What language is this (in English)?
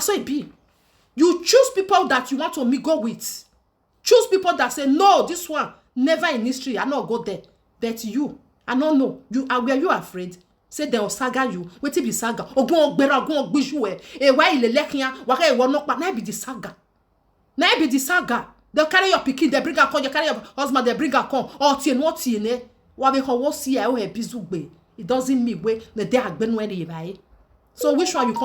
Nigerian Pidgin